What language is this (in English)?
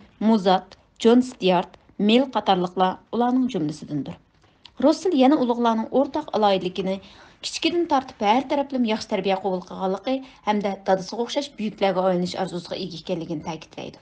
Uyghur